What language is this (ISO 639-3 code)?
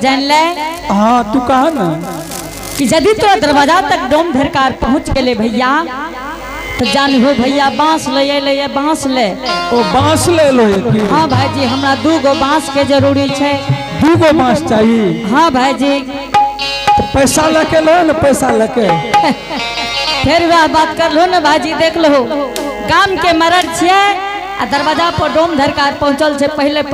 anp